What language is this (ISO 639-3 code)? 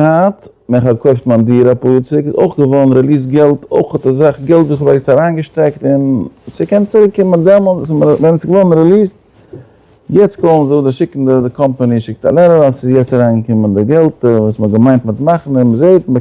yid